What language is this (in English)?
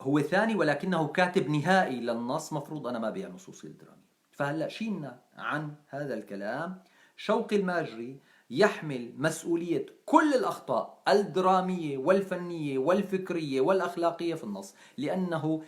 North Levantine Arabic